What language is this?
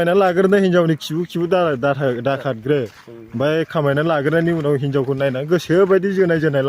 Bodo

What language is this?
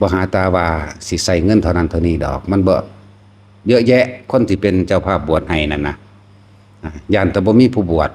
Northeastern Thai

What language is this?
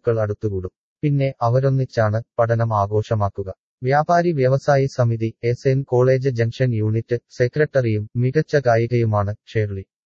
Malayalam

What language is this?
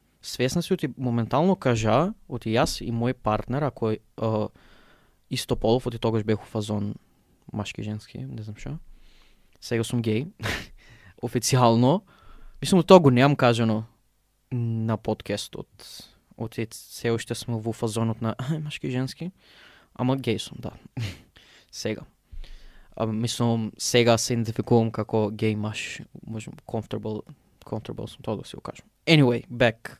Macedonian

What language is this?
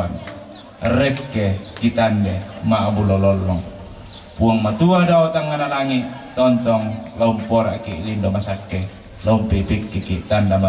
Toraja-Sa'dan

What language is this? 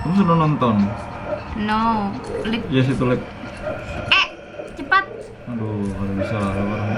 Banjar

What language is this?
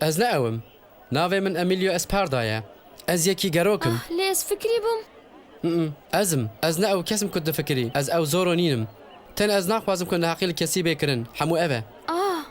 Kurdish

